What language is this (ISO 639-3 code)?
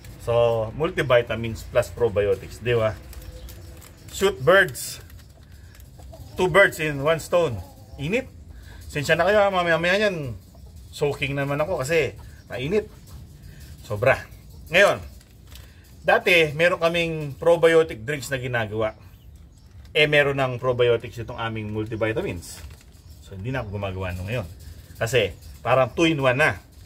fil